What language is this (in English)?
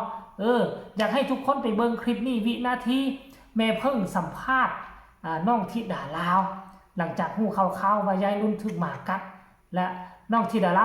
Northeastern Thai